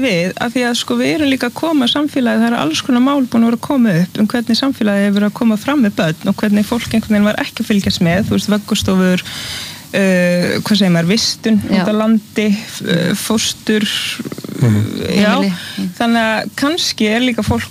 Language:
Icelandic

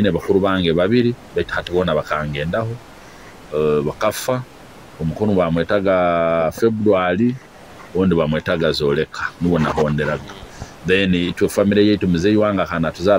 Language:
Nyoro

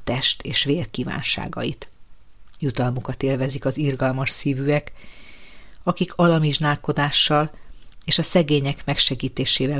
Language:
Hungarian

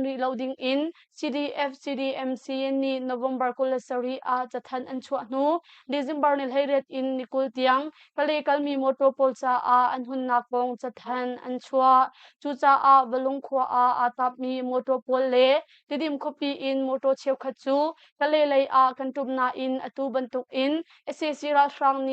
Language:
Hakha Chin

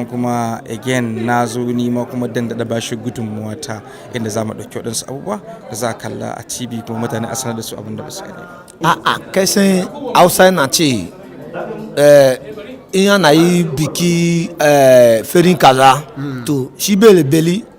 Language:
Hausa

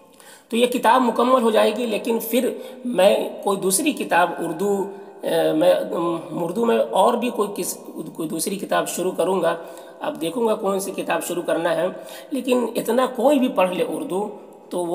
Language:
Urdu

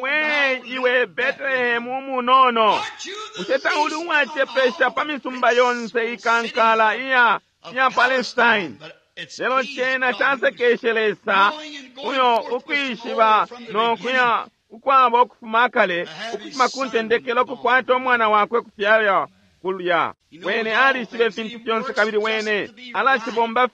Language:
Bemba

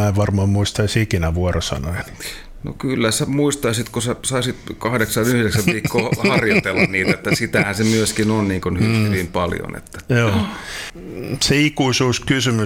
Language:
Finnish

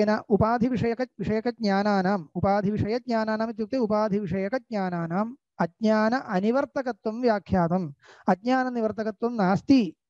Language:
Sanskrit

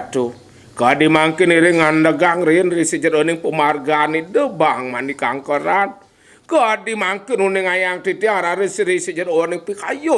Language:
Balinese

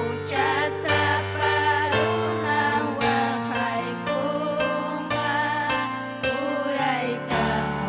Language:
Ayacucho Quechua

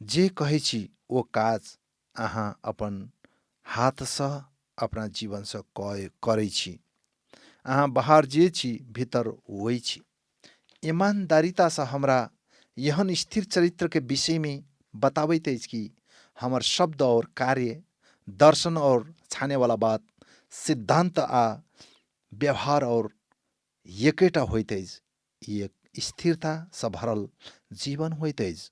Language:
Maithili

